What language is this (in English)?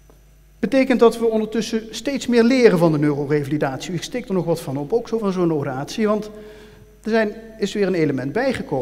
Dutch